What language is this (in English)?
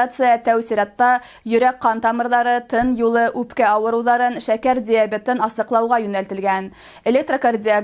Bashkir